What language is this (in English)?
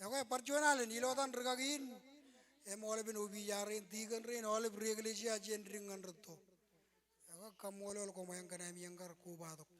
Marshallese